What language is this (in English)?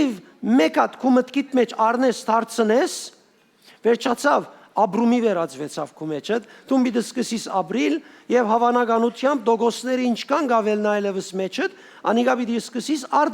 Western Armenian